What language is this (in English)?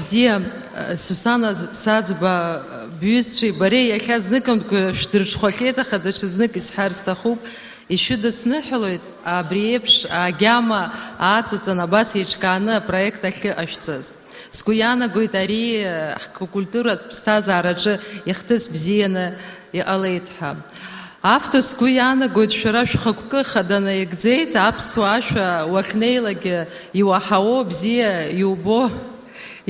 Abkhazian